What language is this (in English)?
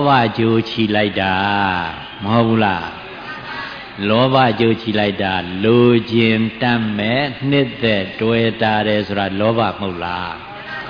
Burmese